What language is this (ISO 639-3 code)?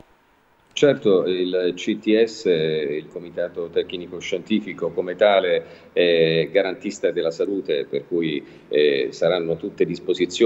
ita